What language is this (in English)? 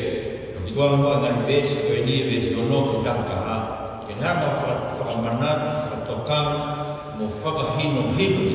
Tongan